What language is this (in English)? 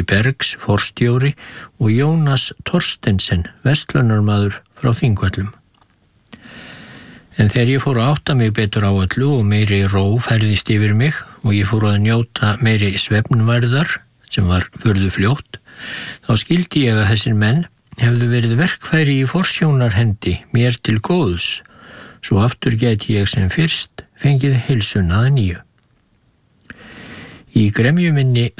Icelandic